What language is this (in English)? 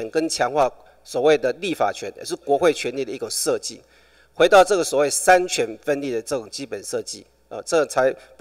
Chinese